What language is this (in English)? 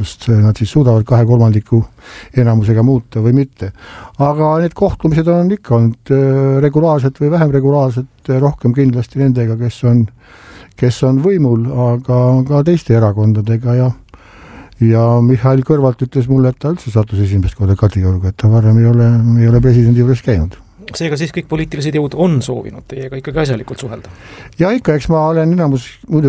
Estonian